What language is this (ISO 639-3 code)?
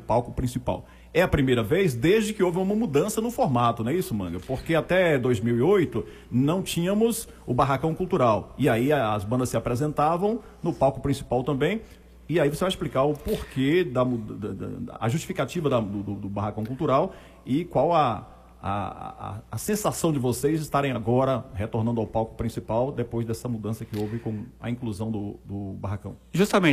por